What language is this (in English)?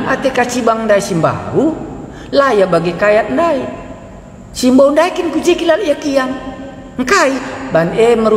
Batak Karo